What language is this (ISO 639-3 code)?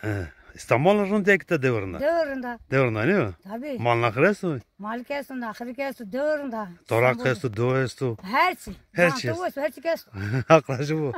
zza